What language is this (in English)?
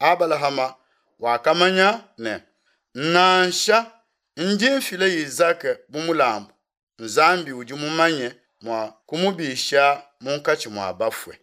Luba-Lulua